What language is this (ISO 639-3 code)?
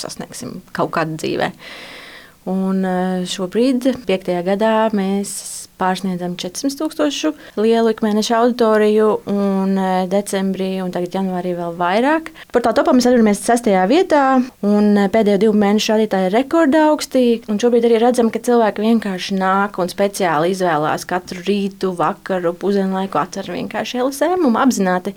lav